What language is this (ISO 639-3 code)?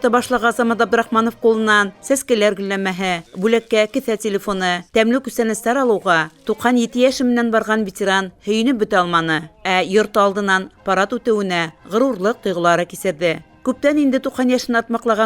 bak